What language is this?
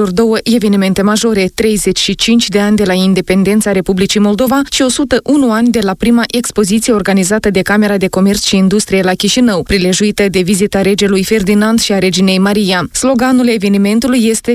Romanian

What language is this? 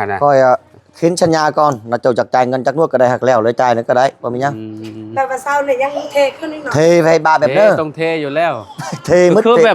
Lao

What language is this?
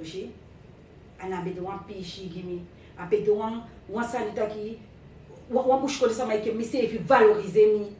Sranan Tongo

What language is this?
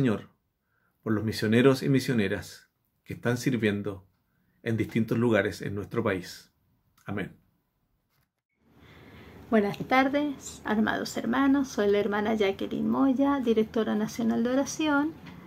Spanish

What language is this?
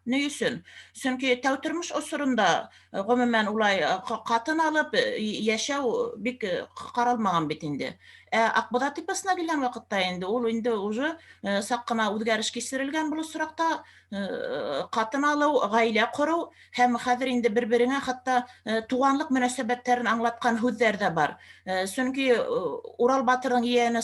Bashkir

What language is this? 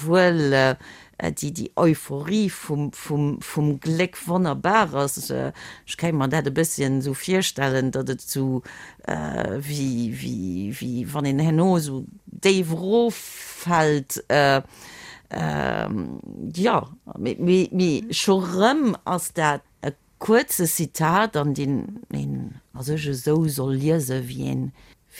Luxembourgish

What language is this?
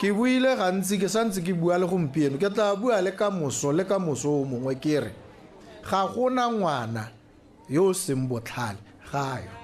Tswana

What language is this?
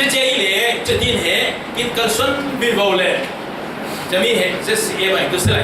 Falam Chin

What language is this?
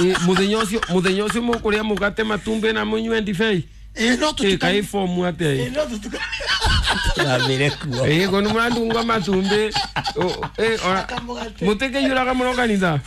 Kikuyu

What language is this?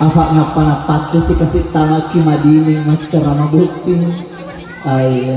Buginese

